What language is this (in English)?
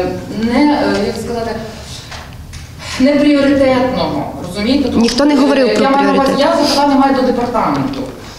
Ukrainian